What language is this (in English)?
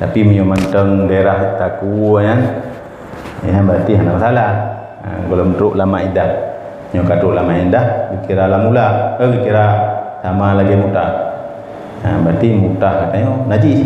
Achinese